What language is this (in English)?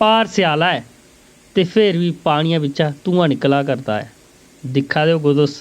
Dogri